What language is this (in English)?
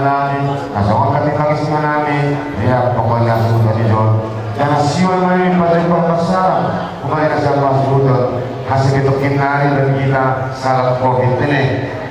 Batak Simalungun